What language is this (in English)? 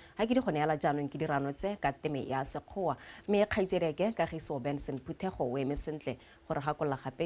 Tswana